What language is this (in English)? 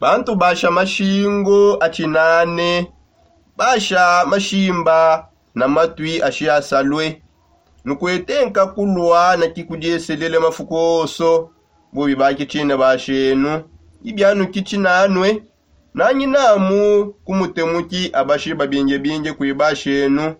Songe